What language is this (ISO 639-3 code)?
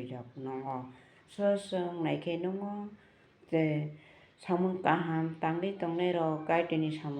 trp